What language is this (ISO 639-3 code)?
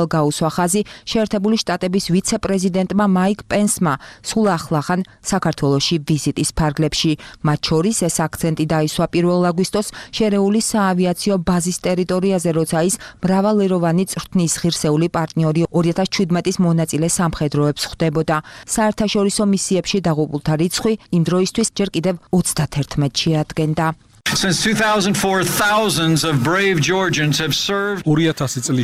kat